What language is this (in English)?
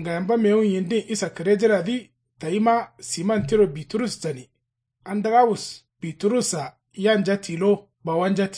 Kanuri